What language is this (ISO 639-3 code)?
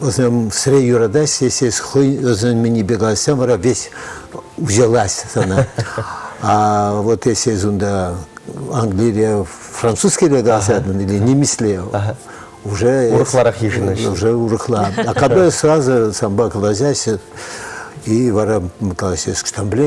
chv